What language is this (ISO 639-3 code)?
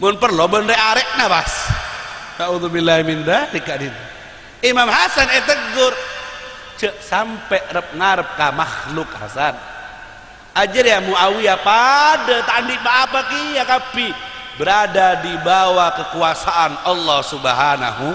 mad